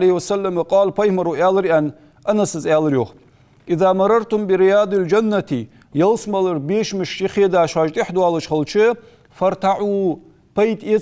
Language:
Ingush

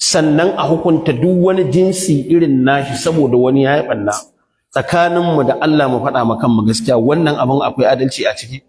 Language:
Hausa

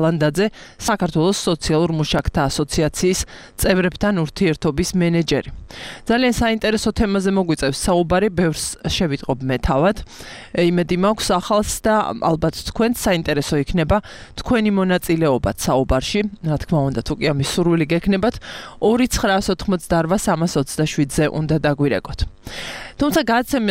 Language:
Georgian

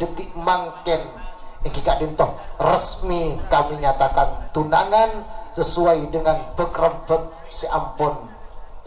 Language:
Madurese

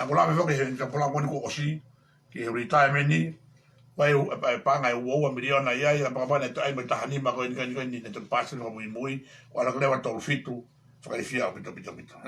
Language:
Tongan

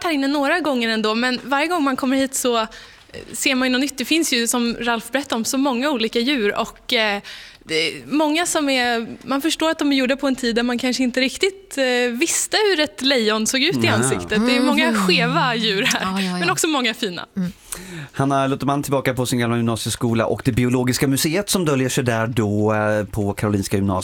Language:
Swedish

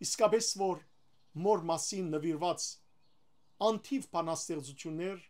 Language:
Western Armenian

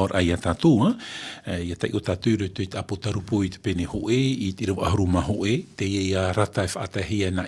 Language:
Tahitian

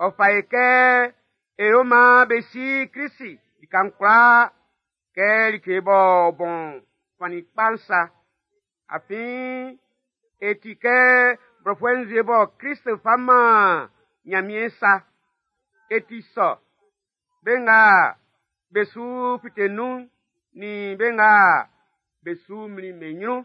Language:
Baoulé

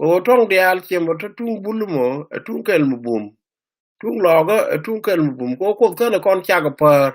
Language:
Nuer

